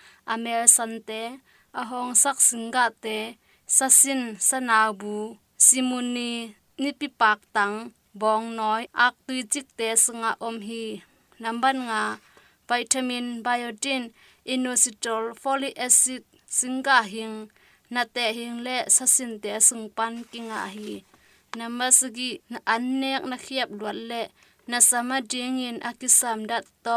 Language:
Tedim Chin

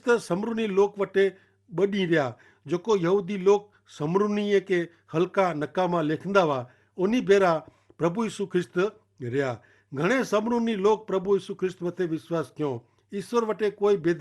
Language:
Kachhi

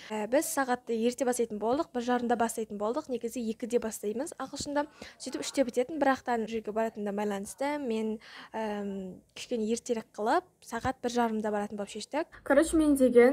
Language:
Kazakh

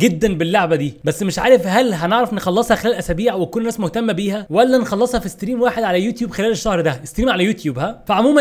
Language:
Egyptian Arabic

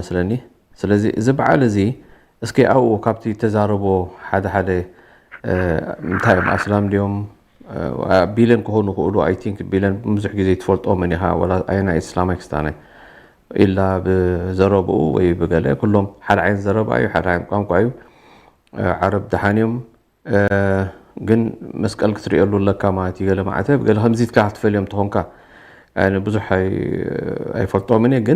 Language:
Tigrinya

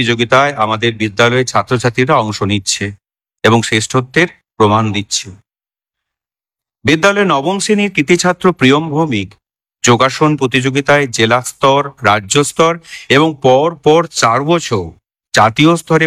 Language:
Bangla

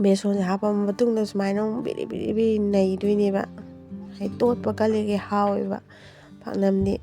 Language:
Manipuri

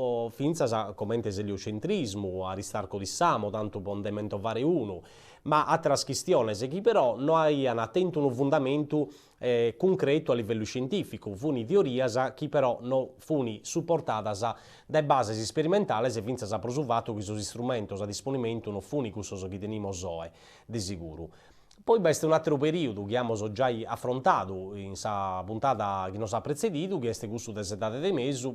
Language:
Sardinian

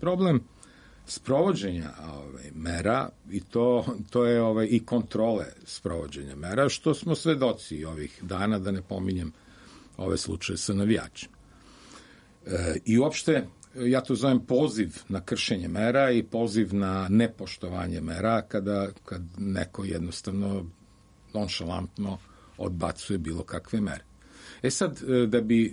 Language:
Serbian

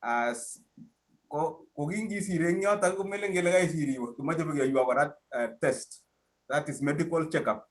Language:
Kalenjin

